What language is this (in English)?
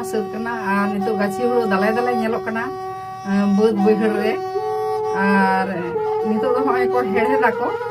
Santali